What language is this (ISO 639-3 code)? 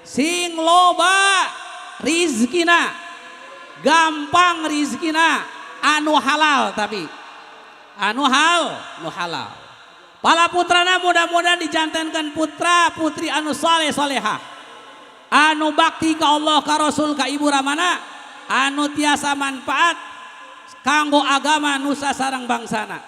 sun